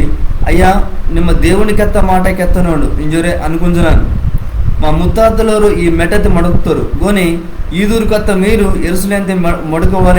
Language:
Koya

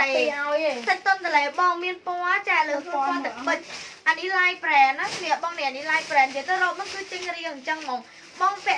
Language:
Khmer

